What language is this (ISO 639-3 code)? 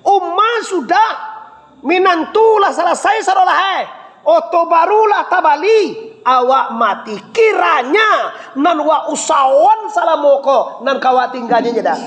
min